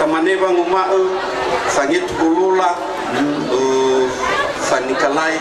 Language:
Nias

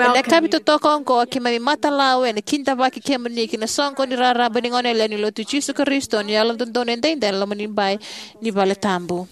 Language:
Fijian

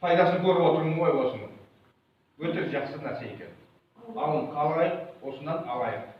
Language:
Kazakh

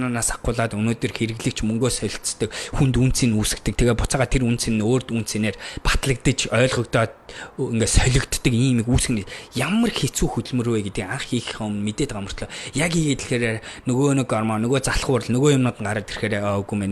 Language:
Mongolian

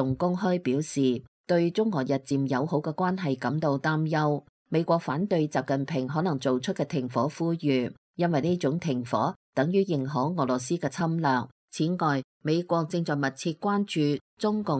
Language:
Cantonese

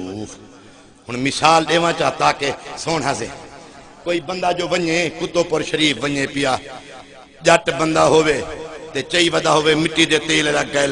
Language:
Saraiki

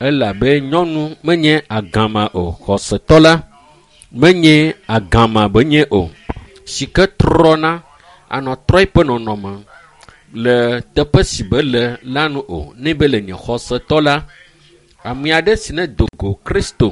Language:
Ewe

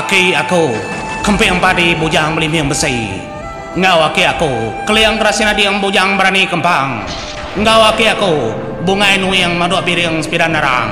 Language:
Iban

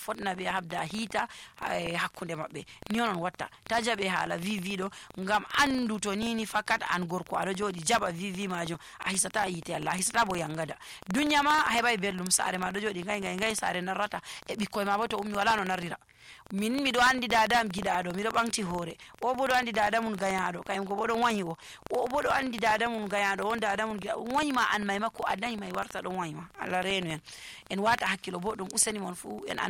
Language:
Nigerian Fulfulde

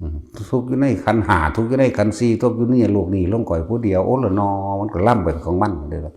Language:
Northeastern Thai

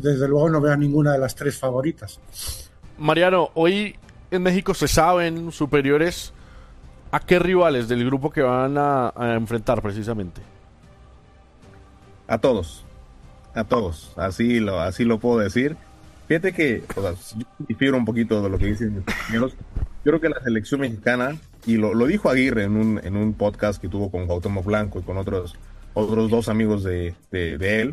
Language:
Spanish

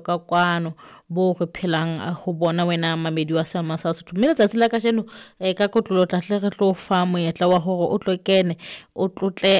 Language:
Southern Sotho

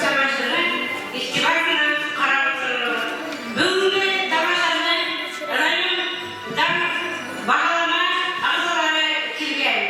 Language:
Bashkir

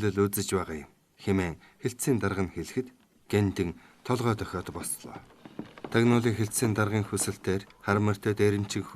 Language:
Mongolian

